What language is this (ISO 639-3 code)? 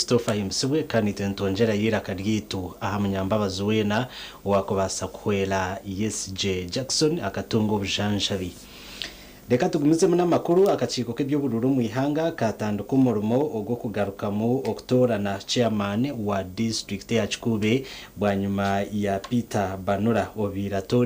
nyn